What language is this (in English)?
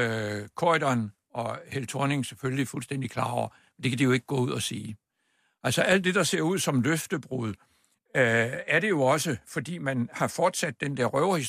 Danish